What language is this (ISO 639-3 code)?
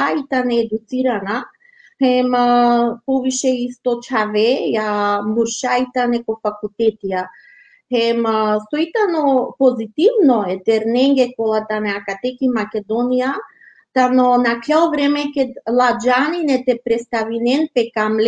rmn